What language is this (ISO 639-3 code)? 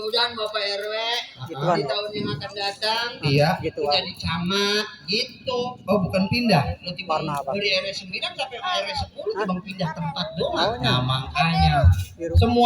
bew